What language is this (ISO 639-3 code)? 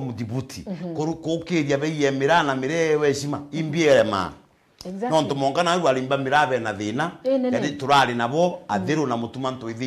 mer